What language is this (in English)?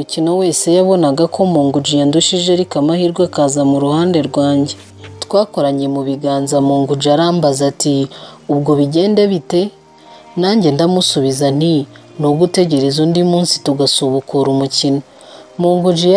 Kinyarwanda